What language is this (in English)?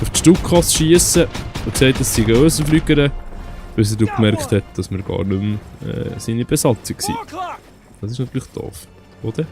Swiss German